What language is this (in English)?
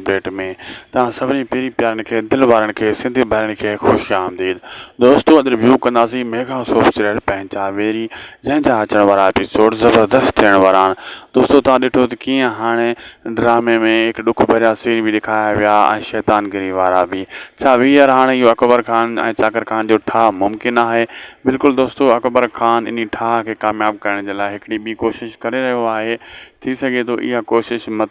Sindhi